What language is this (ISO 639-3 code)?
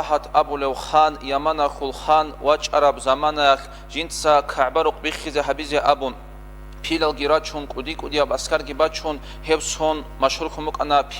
ava